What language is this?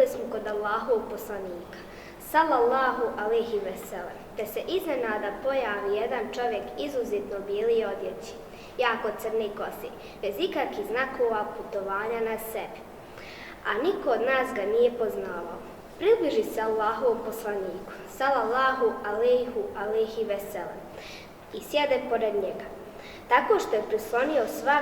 Bosnian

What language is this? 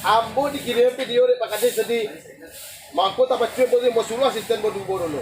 Minangkabau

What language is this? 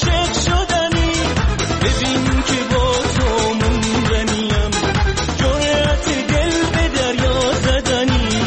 Persian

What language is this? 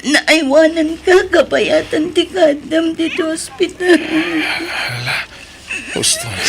Iloko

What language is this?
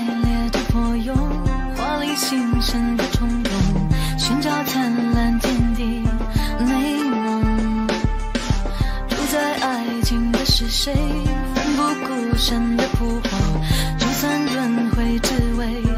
Chinese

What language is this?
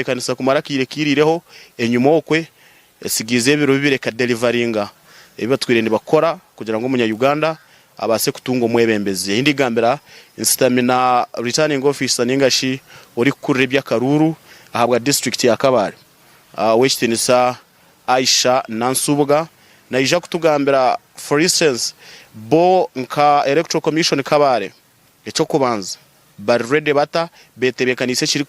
Nyankole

